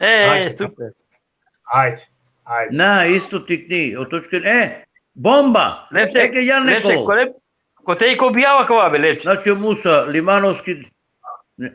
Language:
Balkan Romani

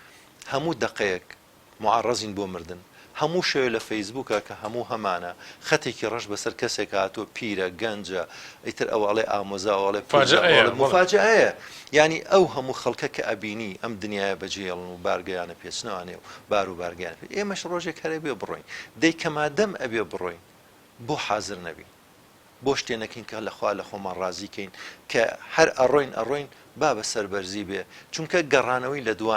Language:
Central Kurdish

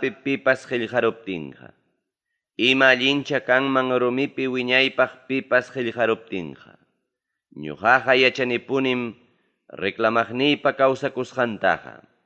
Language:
Ayacucho Quechua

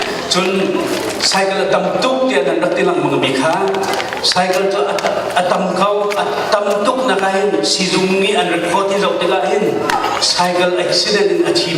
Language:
Hakha Chin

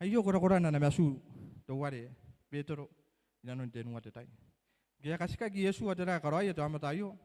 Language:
Gilbertese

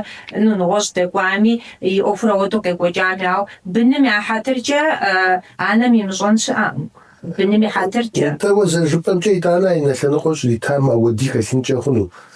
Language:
Kabardian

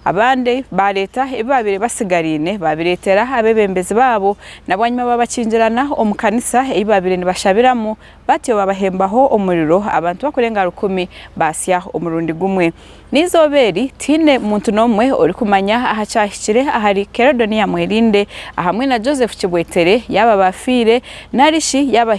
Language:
Nyankole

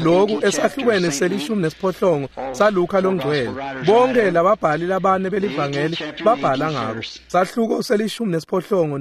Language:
Swati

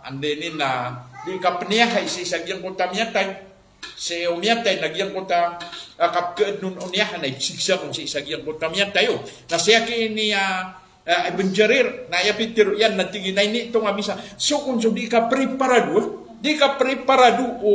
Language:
Maranao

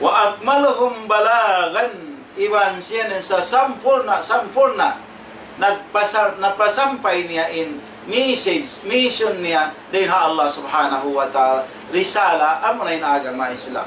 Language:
Tausug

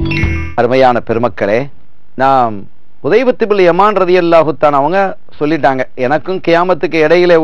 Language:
Tamil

